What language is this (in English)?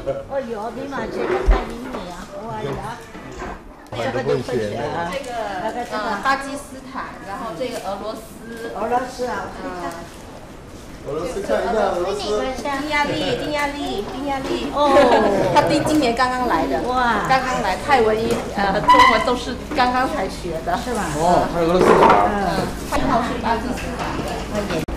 Chinese